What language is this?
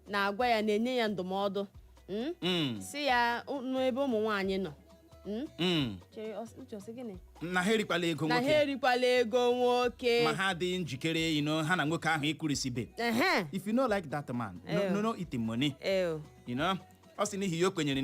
Igbo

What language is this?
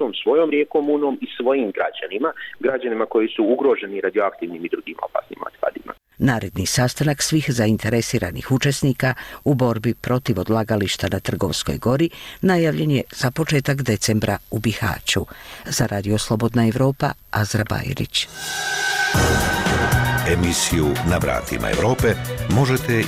Bosnian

